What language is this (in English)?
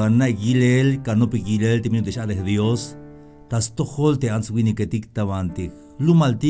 Tzeltal